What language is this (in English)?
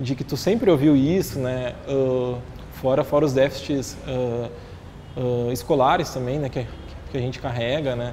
Portuguese